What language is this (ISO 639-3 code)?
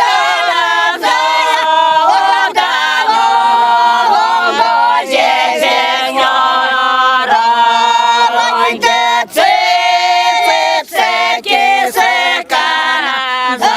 myv